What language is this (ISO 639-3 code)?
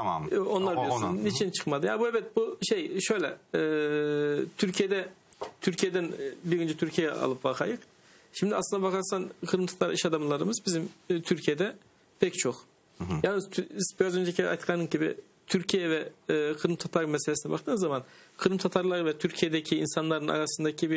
crh